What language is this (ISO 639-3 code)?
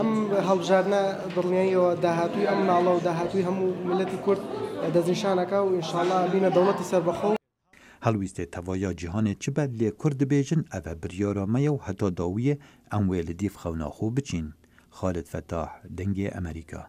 kur